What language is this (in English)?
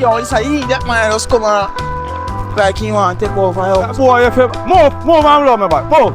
Jamaican Creole English